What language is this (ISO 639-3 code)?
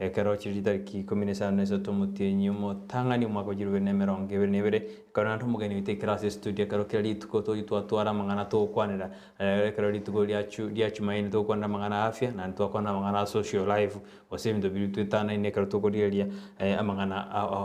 guz